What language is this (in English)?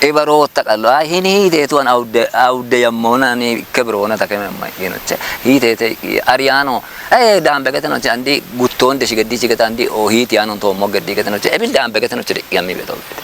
Kafa